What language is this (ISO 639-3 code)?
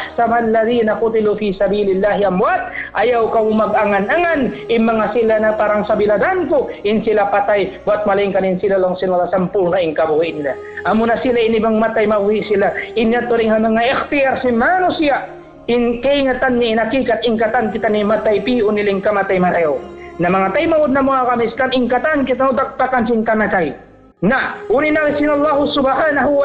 tsg